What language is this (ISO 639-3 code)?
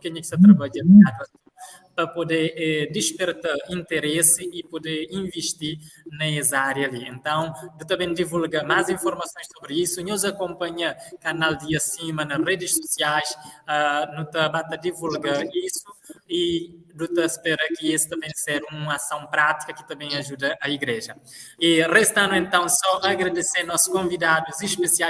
kea